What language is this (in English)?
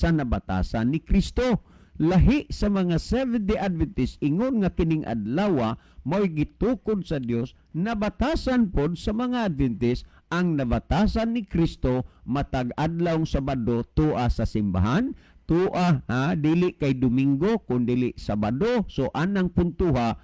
Cebuano